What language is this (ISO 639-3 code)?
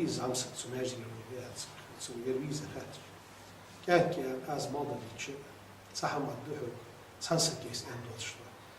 inh